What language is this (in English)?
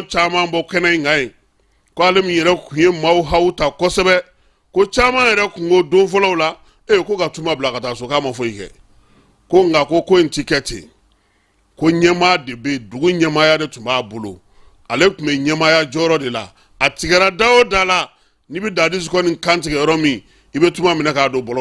Bambara